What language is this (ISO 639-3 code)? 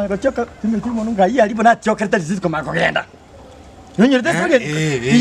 guz